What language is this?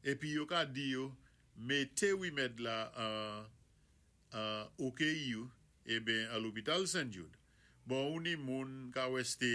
Saint Lucian Creole French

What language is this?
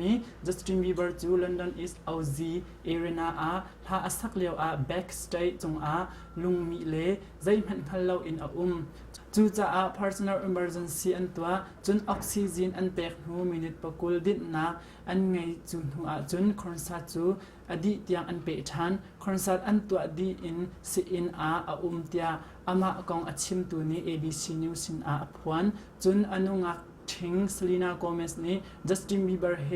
Hakha Chin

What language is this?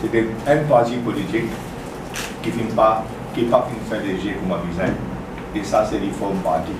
Morisyen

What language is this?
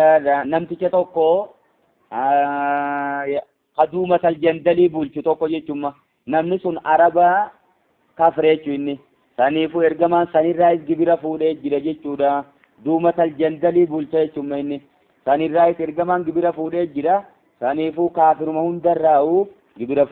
Oromo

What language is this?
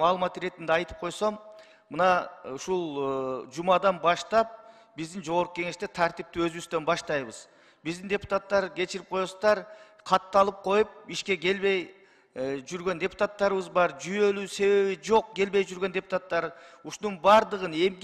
Kyrgyz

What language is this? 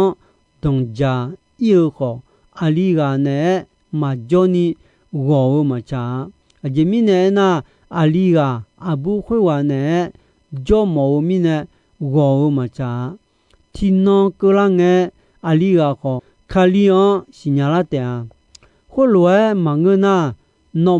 Akha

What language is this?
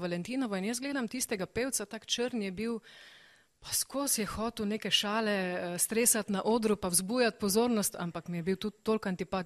Slovenian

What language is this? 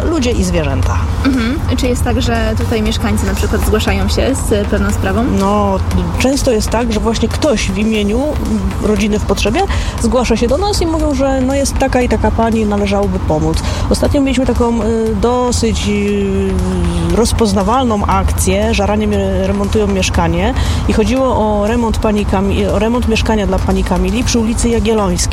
Polish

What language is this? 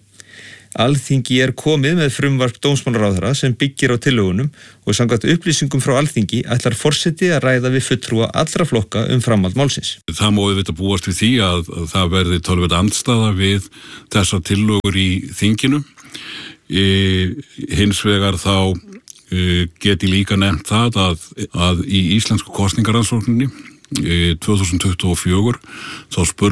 Icelandic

